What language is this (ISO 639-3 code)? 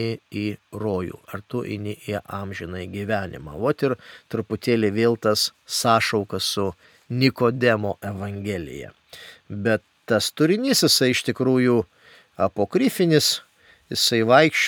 lit